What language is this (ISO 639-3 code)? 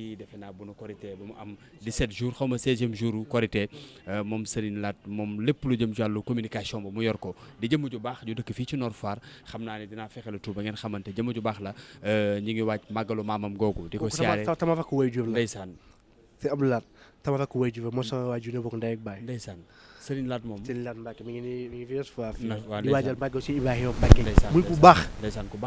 wol